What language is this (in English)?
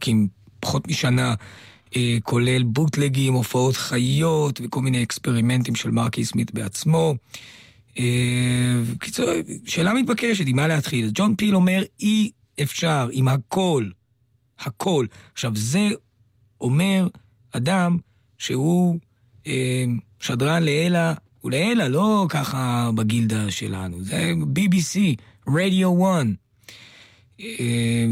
Hebrew